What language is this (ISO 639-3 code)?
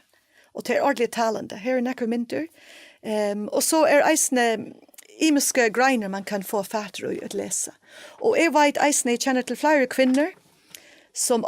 fao